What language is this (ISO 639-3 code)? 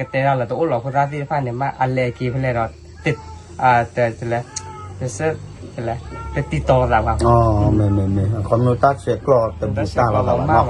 ksw